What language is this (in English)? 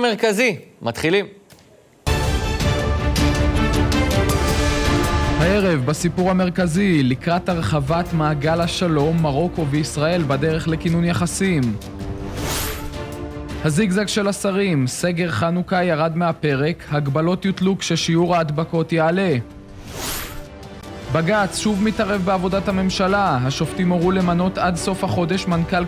Hebrew